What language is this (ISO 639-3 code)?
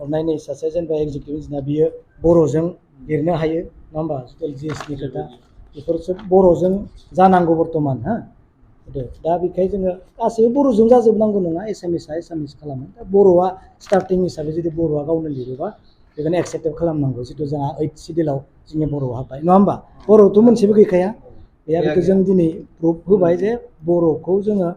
brx